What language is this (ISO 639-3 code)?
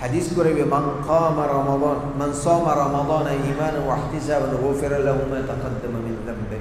div